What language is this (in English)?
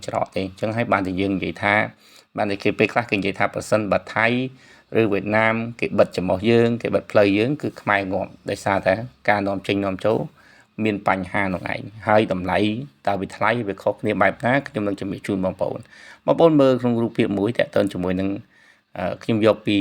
Khmer